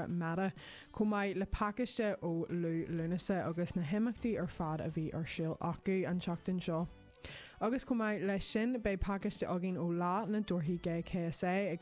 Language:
Irish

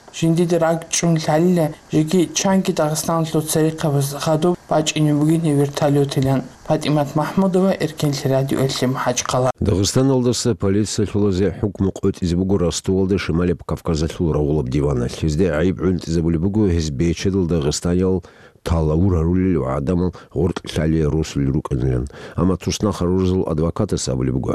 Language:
Avaric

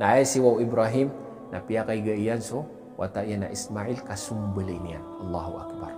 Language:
Maranao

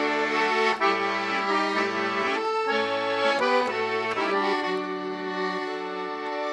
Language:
Norwegian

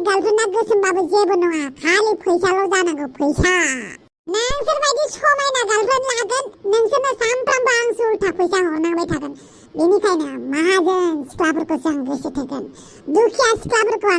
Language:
Bodo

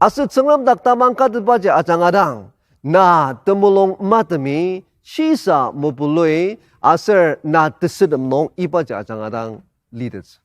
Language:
Ao Naga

